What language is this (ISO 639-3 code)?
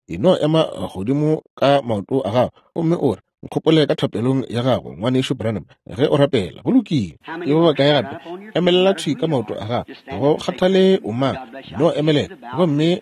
nso